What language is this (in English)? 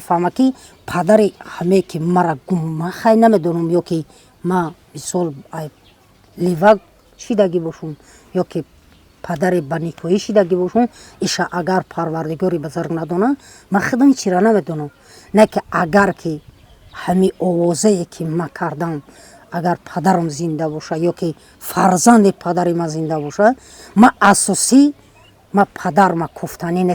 Tajik